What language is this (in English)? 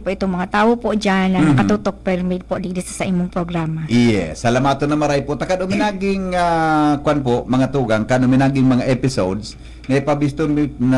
Bikol